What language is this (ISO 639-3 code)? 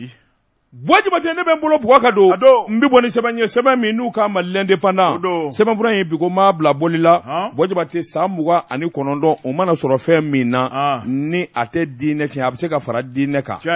bam